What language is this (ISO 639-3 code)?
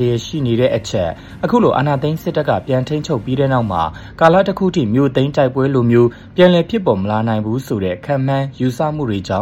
mya